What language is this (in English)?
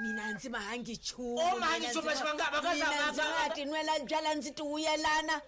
Tsonga